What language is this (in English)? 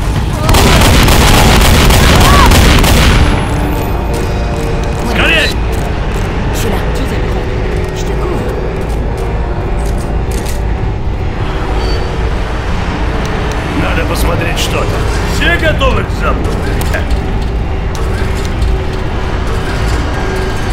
Russian